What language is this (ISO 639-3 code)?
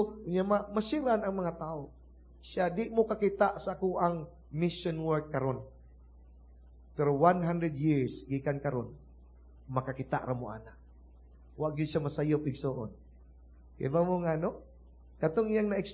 ceb